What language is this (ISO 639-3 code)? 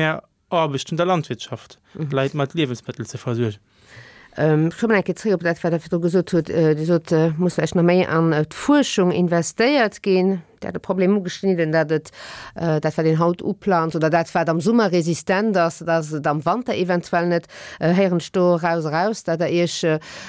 ltz